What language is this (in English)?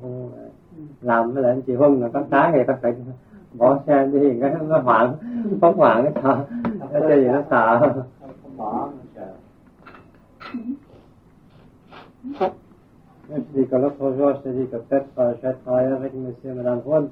Vietnamese